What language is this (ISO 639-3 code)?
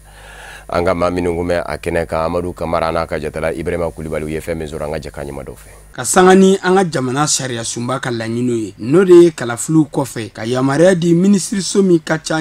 bam